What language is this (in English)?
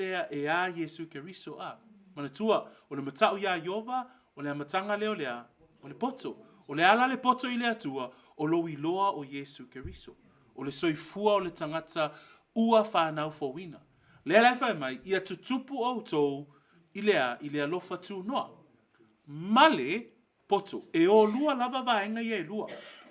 Samoan